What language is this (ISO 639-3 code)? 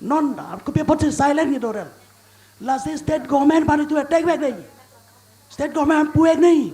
mjw